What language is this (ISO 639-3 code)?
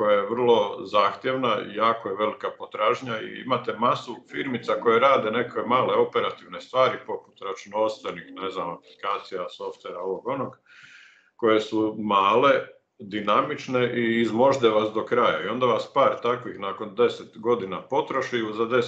hrv